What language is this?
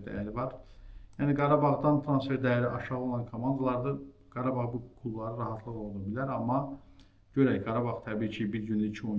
Azerbaijani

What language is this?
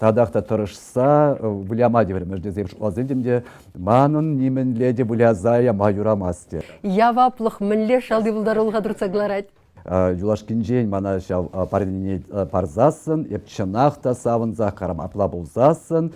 Chuvash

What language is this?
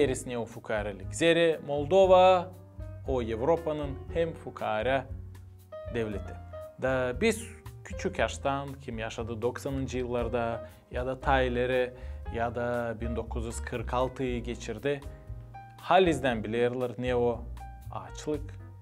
Gagauz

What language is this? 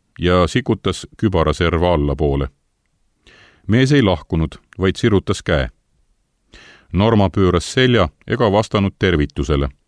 Estonian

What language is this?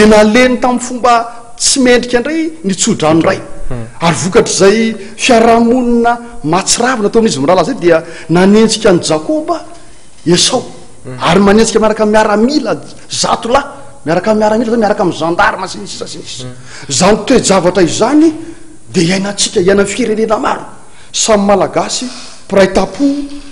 Malagasy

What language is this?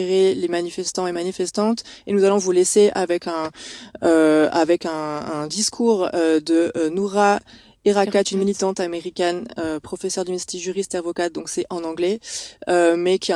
French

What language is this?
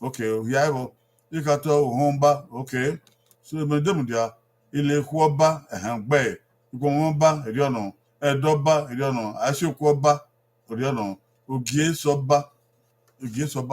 Bini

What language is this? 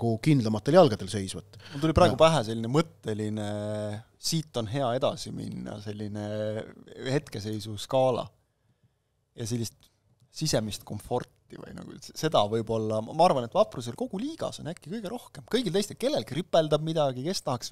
Estonian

